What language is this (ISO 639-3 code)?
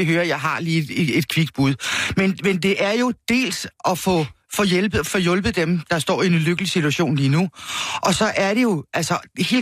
dan